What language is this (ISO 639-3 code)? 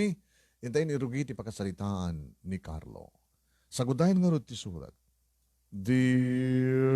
ilo